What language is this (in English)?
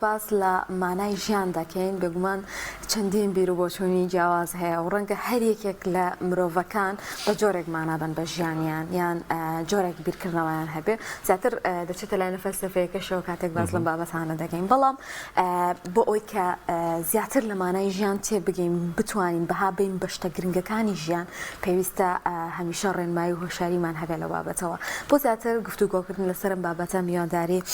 Central Kurdish